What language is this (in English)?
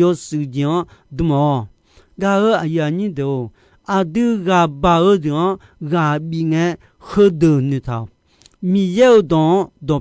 Akha